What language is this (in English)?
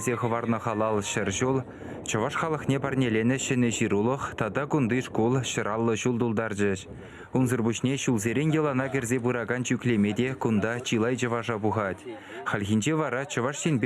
Chuvash